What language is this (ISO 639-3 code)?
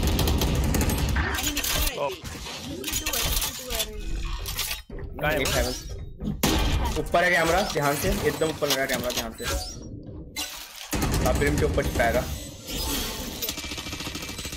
hin